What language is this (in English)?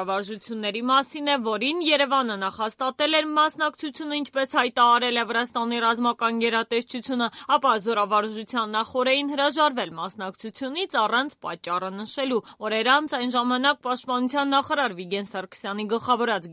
Armenian